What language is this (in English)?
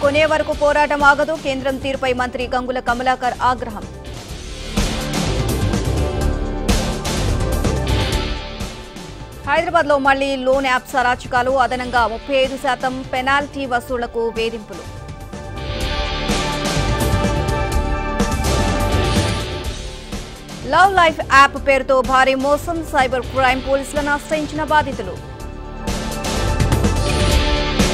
Telugu